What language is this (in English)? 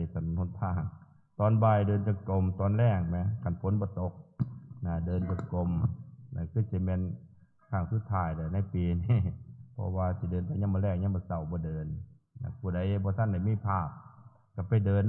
Northeastern Thai